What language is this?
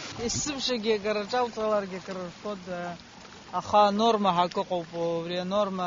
Abkhazian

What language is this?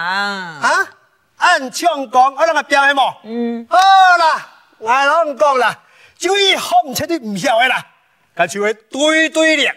Hakka Chinese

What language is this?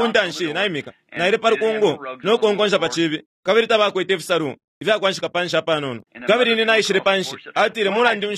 Bemba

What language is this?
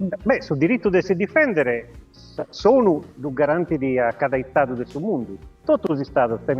Sardinian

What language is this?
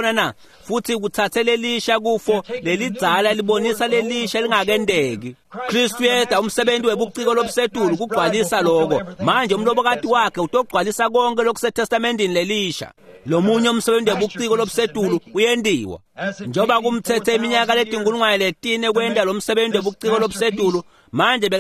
Swati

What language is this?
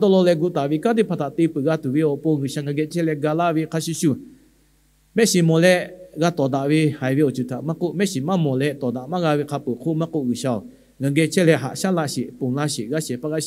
Lahu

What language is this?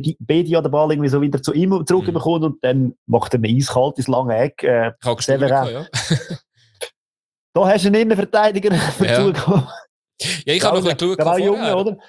German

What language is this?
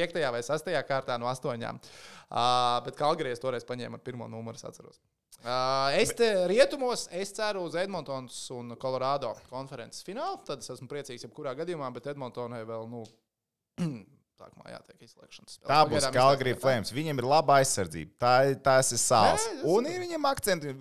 Latvian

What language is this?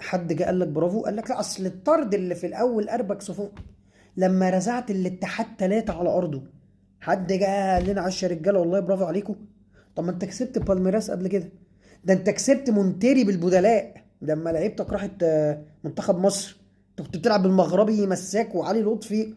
Egyptian Arabic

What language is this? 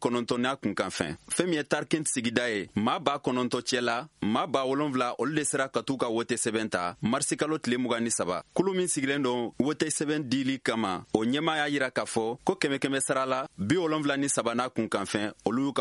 Bambara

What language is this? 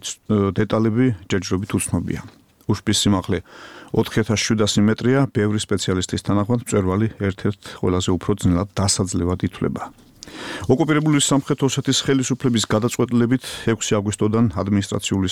Georgian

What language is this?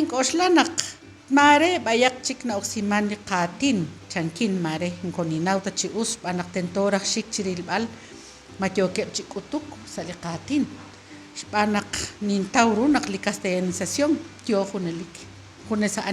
Kekchí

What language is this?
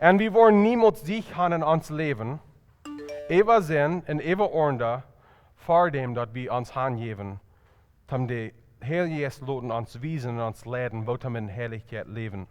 Plautdietsch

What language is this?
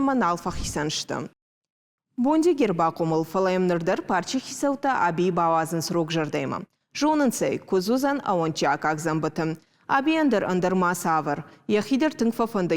Ossetic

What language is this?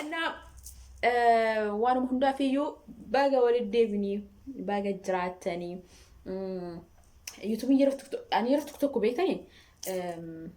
Oromo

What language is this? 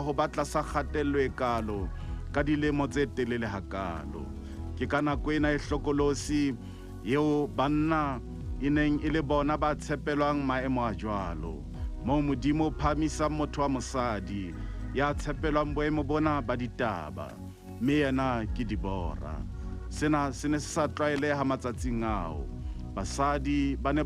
Southern Sotho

